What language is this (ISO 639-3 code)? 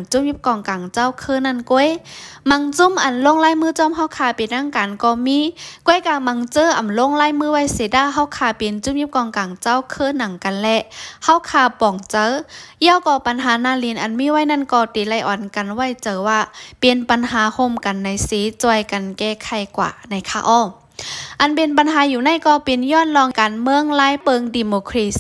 shn